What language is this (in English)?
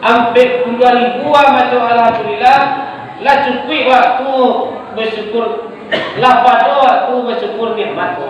Minangkabau